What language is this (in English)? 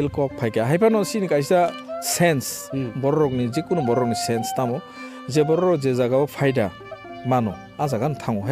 Kok Borok